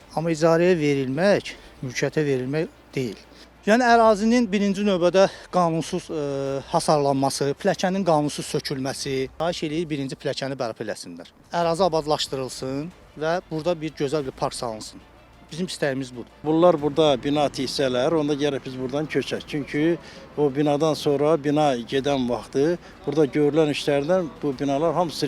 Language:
Azerbaijani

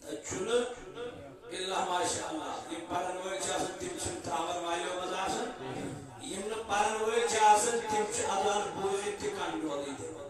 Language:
Kashmiri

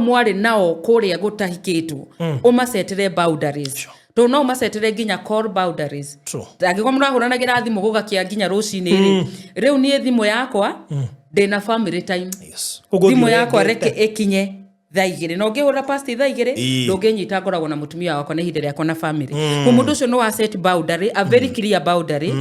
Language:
Kikuyu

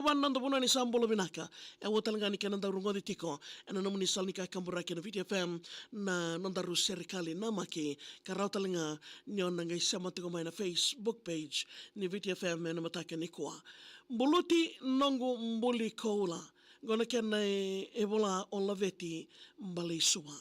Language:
Fijian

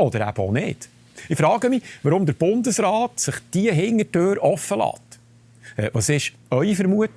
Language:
Swiss German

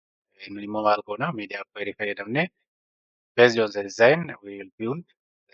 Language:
Oromo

